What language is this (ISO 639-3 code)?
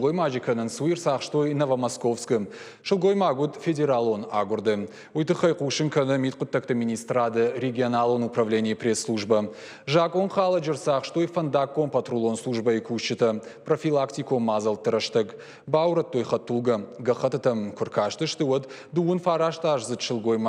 oss